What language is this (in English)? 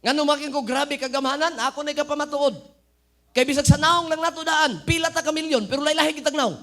Cebuano